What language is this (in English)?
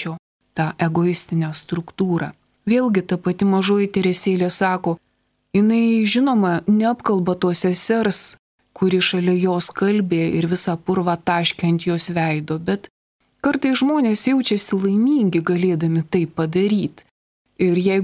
Lithuanian